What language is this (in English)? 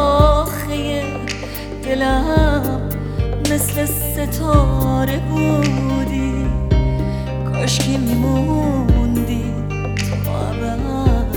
Persian